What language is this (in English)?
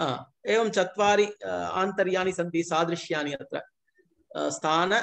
Sanskrit